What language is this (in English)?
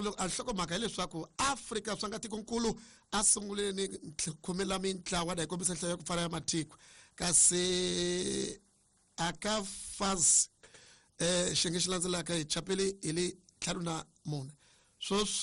Tsonga